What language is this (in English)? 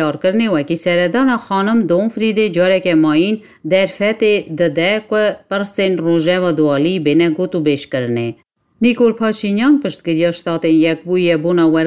Kurdish